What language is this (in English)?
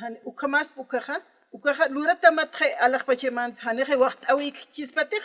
Aymara